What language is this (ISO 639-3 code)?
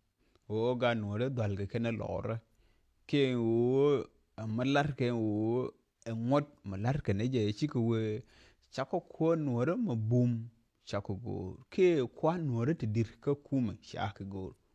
nus